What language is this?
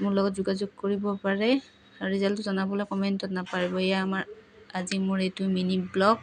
Assamese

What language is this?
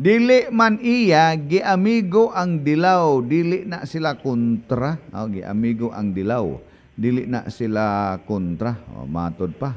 Cebuano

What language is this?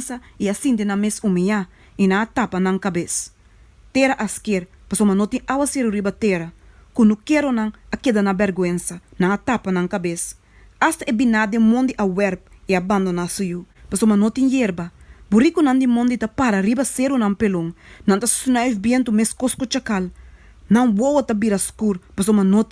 Papiamento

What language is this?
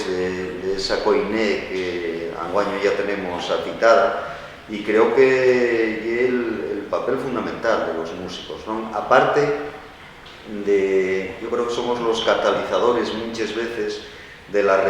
Asturian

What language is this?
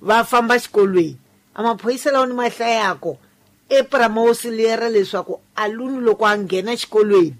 Tsonga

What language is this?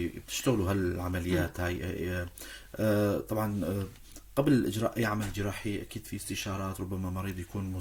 North Levantine Arabic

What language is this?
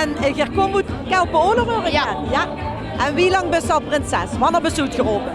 Limburgish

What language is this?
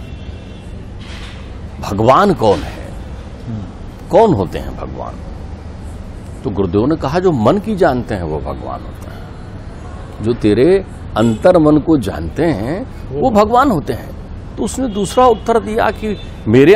Hindi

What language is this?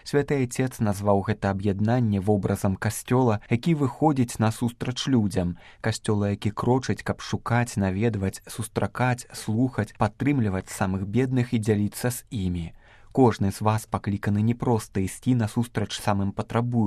Belarusian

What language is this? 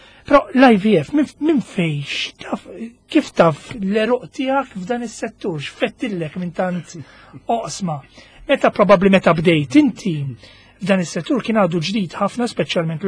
Maltese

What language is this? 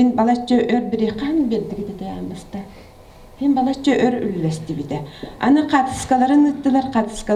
Yakut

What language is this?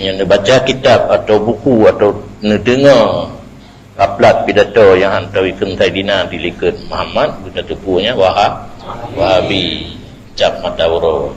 Achinese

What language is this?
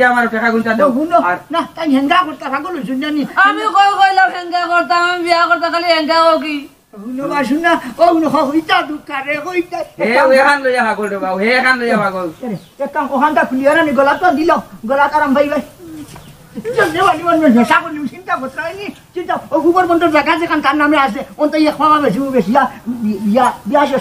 Sylheti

